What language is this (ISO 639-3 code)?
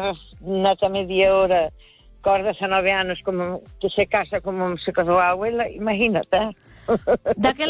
glg